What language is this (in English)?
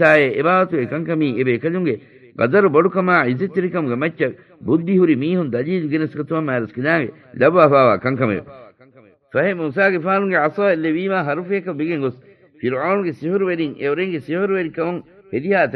Divehi